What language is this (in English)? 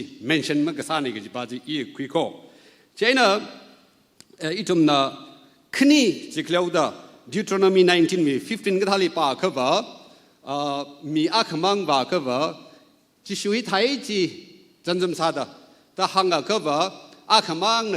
Tangkhul Naga (India)